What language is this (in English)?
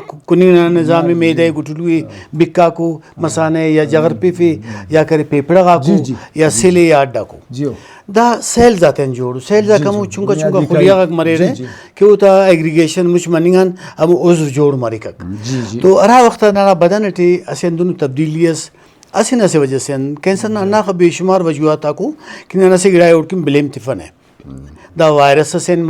Brahui